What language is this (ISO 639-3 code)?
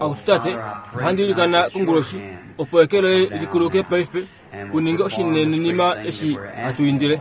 kua